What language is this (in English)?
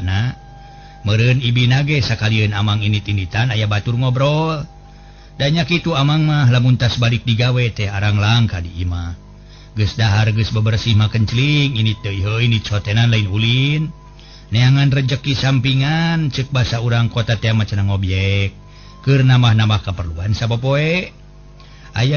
Sundanese